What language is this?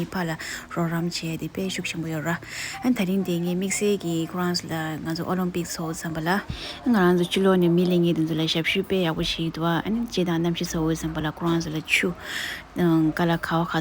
Tibetan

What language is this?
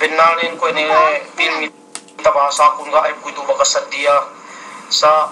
Yakan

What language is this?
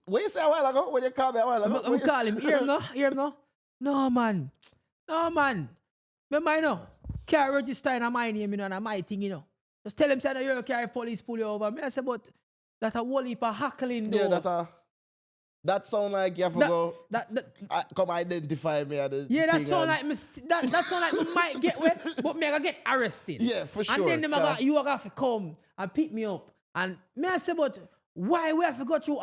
Jamaican Creole English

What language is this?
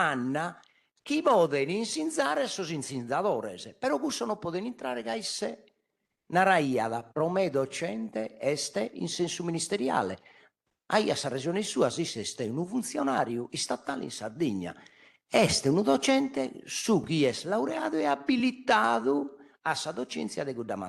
Sardinian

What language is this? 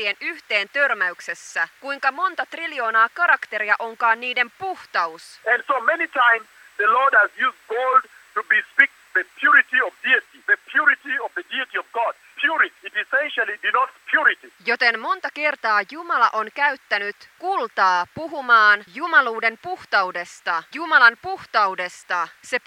Finnish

